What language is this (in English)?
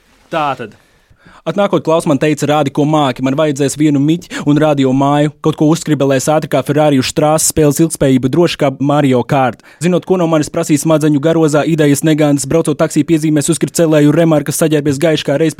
Latvian